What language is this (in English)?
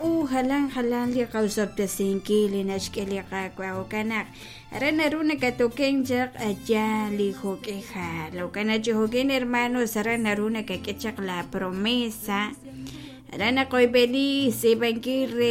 Kekchí